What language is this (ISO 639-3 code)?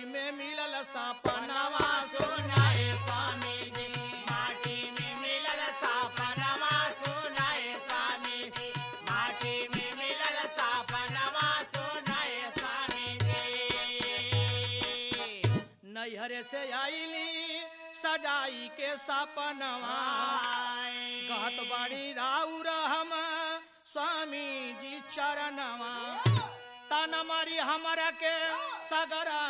bho